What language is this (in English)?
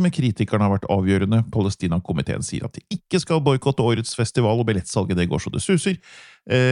Norwegian